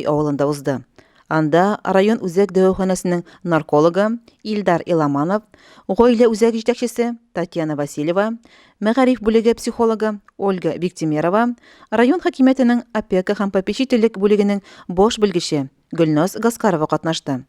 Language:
Tatar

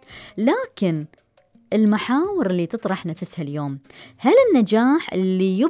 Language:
Gulf Arabic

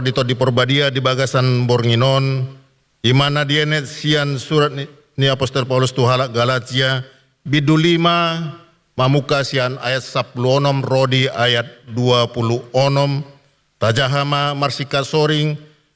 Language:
Batak Toba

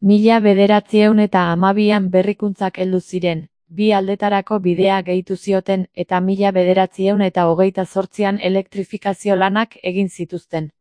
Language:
Basque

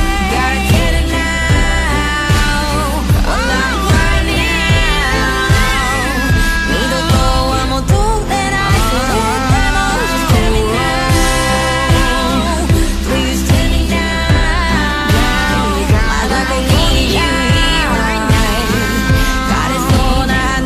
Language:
Japanese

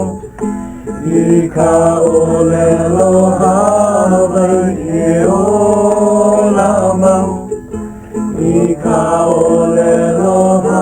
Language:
Hawaiian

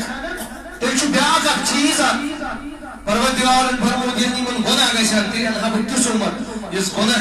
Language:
Kashmiri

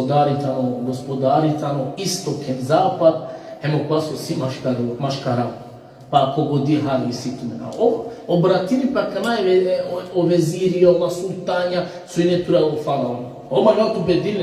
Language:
Balkan Romani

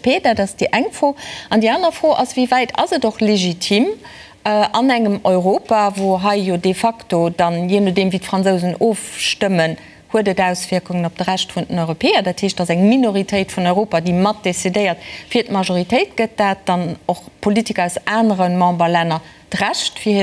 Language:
Luxembourgish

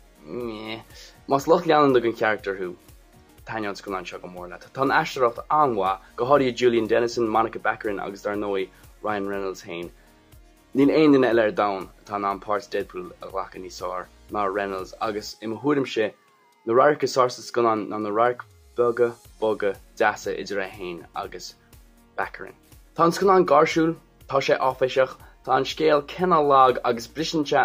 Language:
Irish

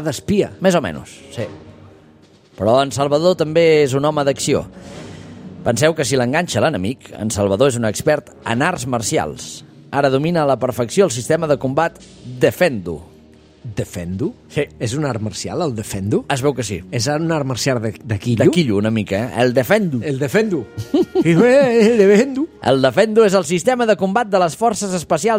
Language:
Catalan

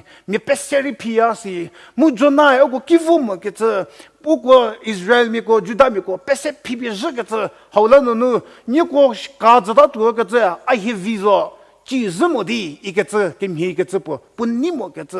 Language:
Angami Naga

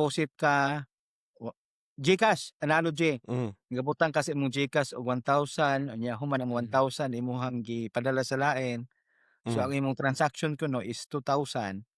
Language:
Cebuano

